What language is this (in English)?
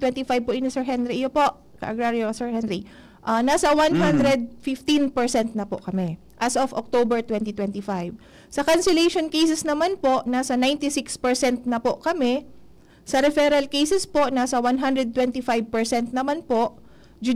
Bikol